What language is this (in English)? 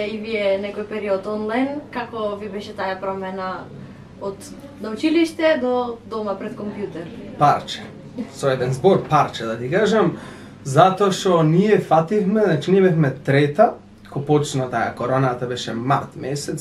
Macedonian